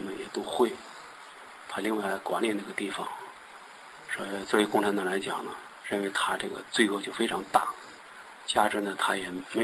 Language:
Chinese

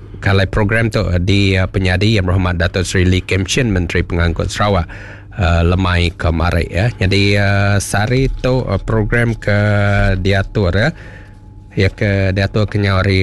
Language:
Iban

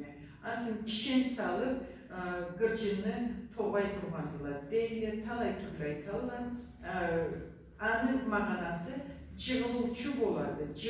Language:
Karachay-Balkar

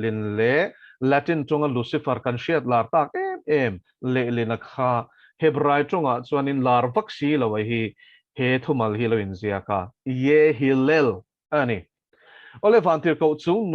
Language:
Mizo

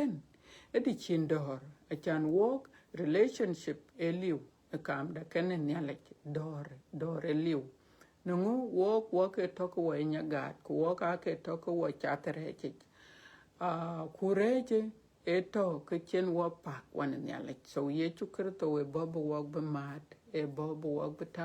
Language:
Dinka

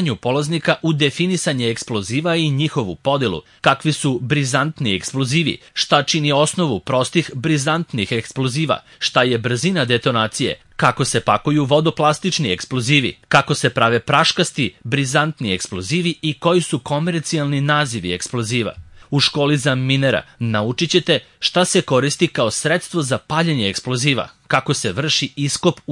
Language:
Serbian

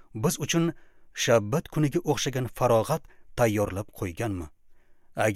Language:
Uzbek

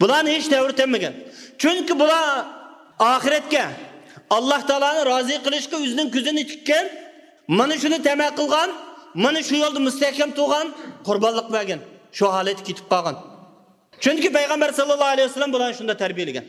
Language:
Uyghur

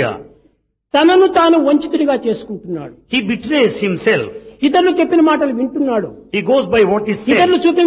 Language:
Telugu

